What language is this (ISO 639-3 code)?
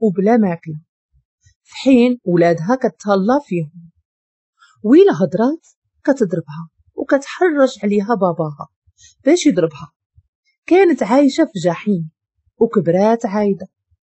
ary